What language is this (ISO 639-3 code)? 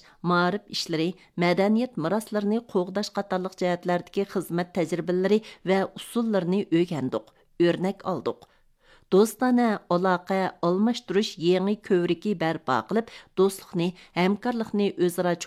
uig